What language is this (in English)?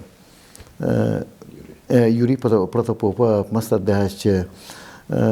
Yakut